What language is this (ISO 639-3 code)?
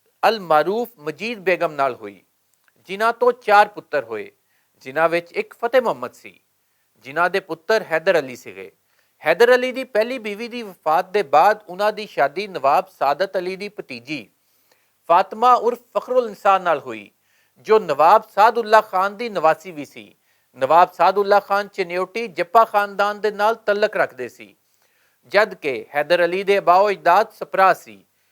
lah